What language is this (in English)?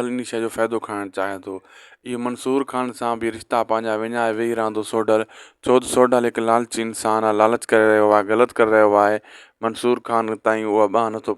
Sindhi